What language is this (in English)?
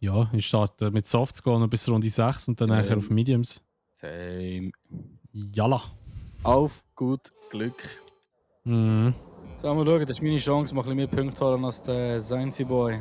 Swiss German